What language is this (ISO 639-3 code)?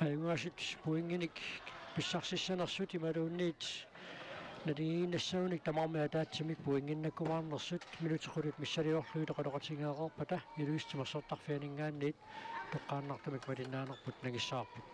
kal